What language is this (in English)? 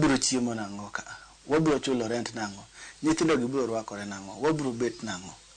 Luo (Kenya and Tanzania)